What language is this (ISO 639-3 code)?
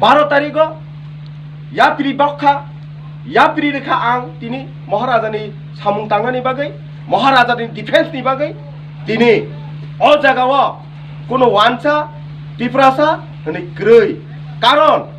trp